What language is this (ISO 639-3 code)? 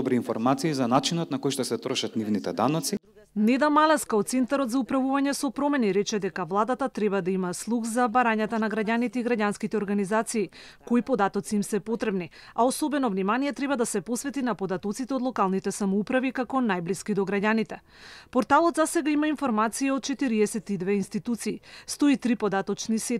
mkd